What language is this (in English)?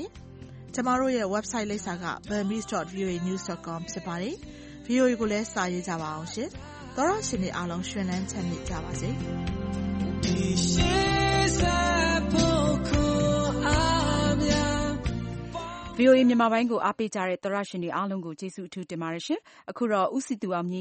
Burmese